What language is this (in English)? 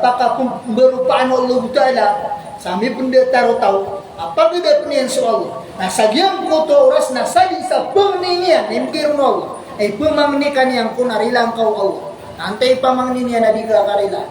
Maranao